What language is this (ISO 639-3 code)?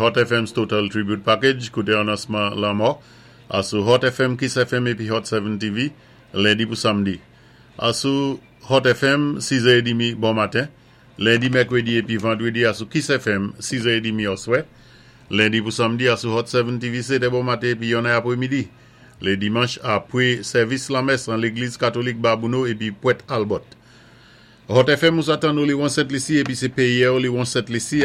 acf